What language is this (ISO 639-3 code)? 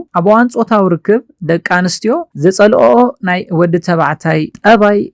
tir